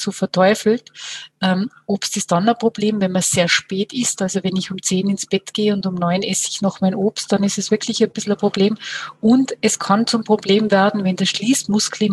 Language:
German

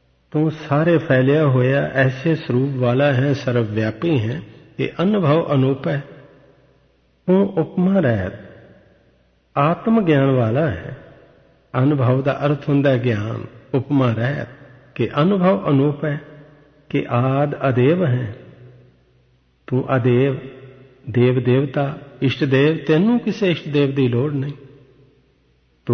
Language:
Punjabi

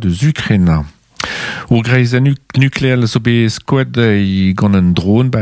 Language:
Breton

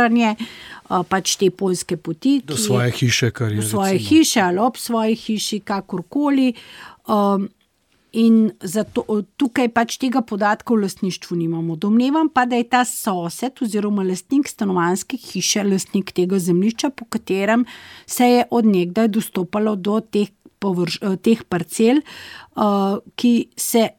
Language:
Slovenian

